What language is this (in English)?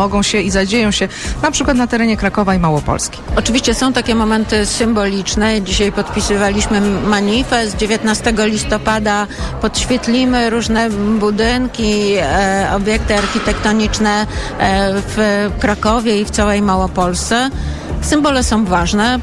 Polish